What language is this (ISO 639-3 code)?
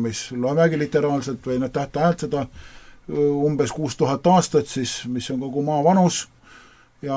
est